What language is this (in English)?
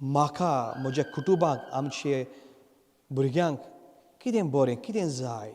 Konkani